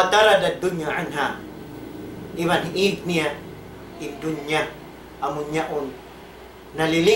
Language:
Tausug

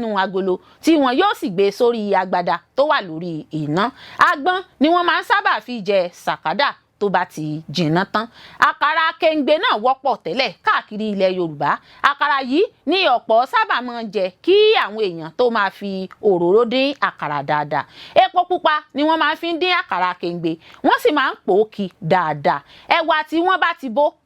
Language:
Yoruba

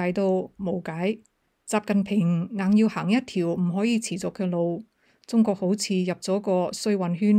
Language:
Cantonese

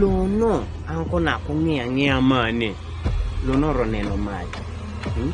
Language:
Kumam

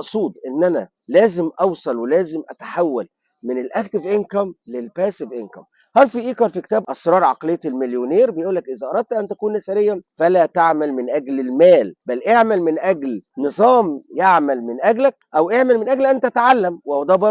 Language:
Egyptian Arabic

